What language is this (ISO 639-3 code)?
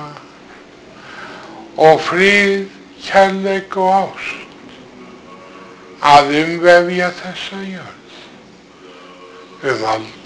isl